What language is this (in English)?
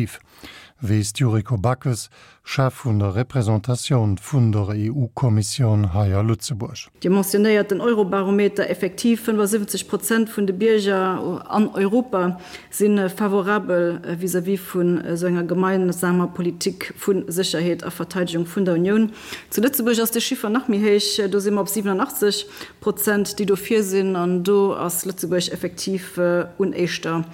Luxembourgish